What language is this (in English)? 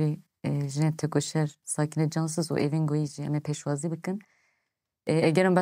Kurdish